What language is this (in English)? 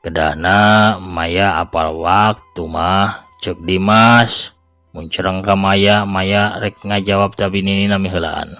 Sundanese